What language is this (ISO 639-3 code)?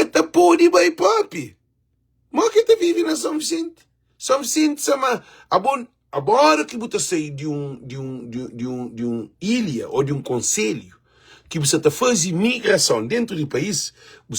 kea